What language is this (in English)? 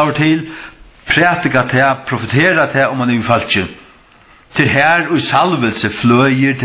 Faroese